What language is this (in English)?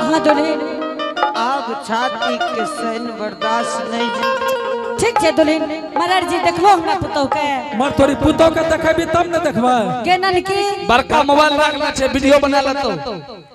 Angika